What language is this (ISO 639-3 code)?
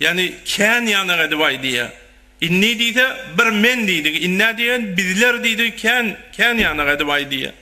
tuk